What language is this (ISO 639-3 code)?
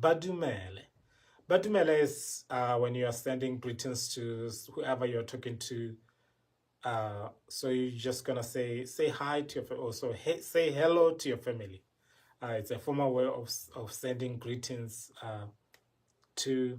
tsn